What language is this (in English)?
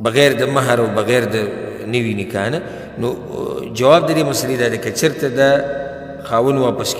Pashto